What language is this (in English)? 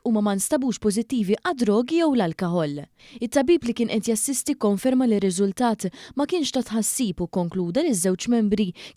Maltese